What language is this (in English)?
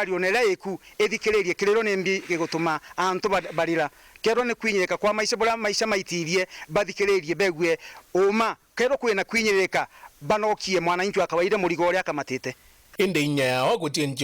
Meru